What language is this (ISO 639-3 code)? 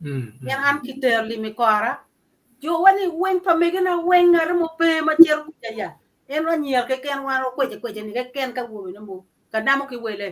ach